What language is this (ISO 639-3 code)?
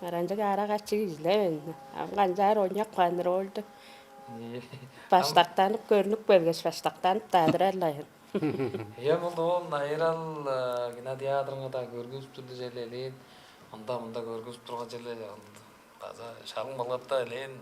tyv